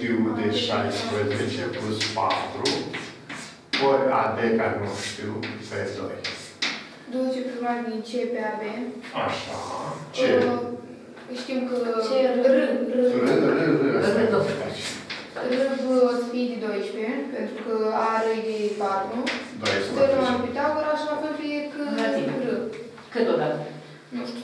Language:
Romanian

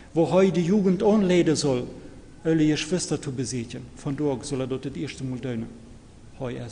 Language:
Plautdietsch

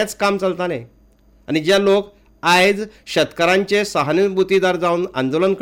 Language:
Konkani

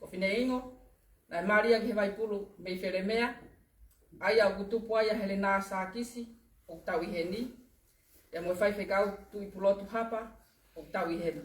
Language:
Tongan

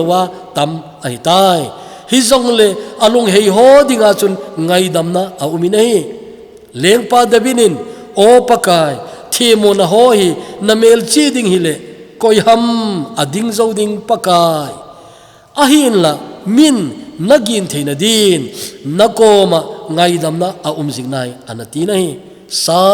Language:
Thado Chin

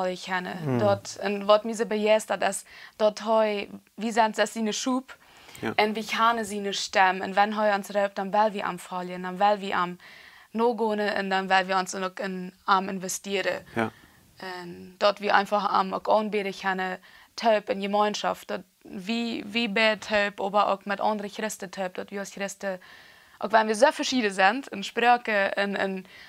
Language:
Plautdietsch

